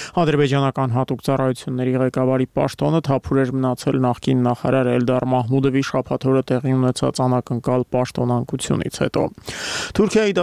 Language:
Armenian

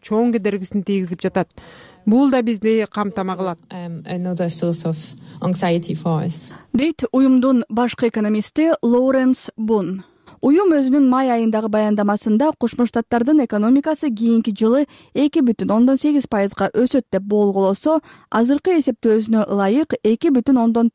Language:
Kyrgyz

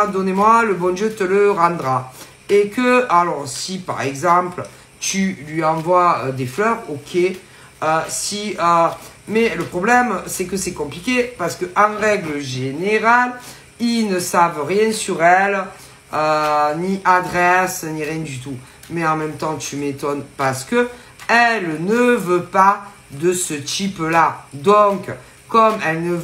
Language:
French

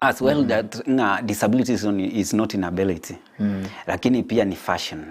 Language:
Gusii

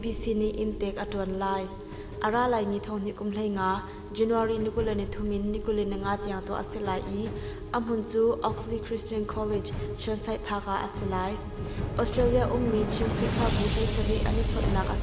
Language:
Hakha Chin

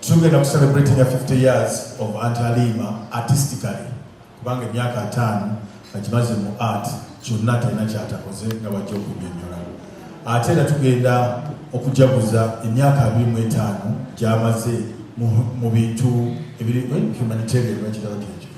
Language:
Ganda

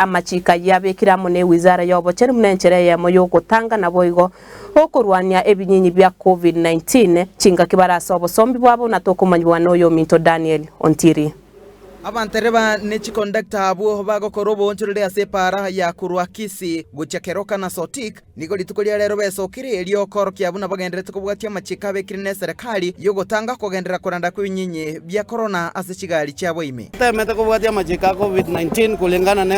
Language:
Gusii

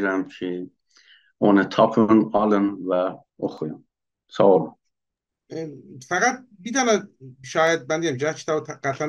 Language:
South Azerbaijani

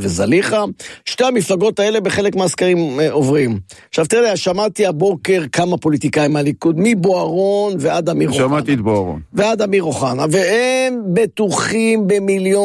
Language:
Hebrew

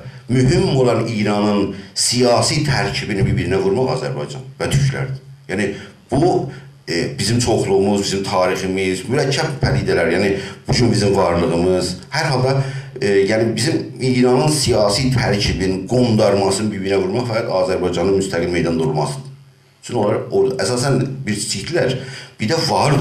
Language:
South Azerbaijani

